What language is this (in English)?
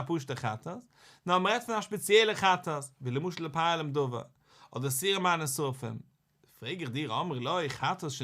Yiddish